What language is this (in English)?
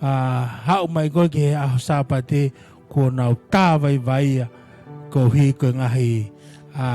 Tongan